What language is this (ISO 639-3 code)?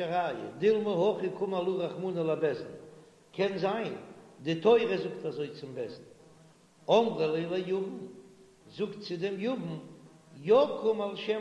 yid